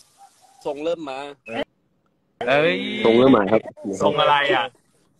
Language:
Thai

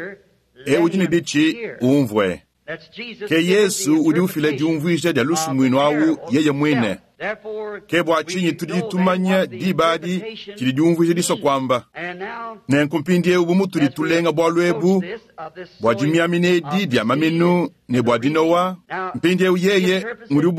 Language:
Luba-Lulua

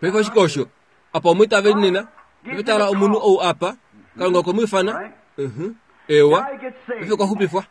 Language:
Kuanyama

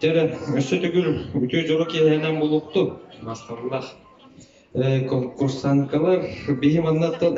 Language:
Yakut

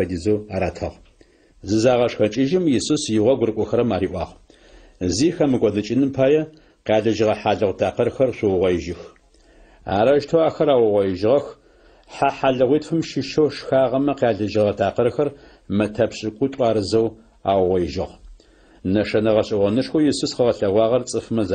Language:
Adyghe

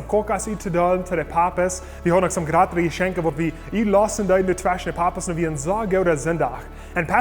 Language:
Plautdietsch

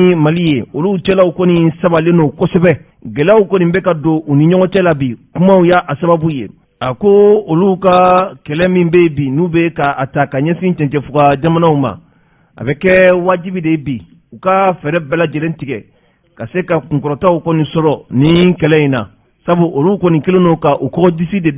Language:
Bambara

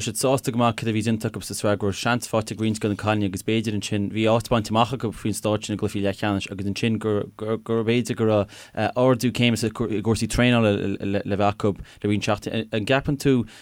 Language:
Irish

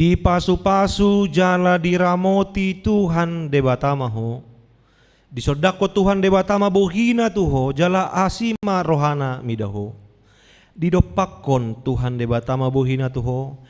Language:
Batak Toba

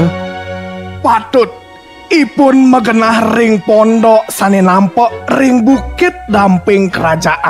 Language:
Balinese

